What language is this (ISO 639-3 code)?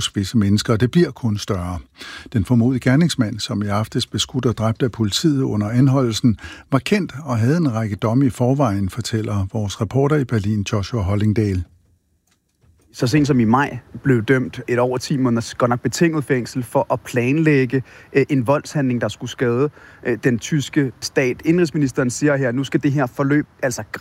dan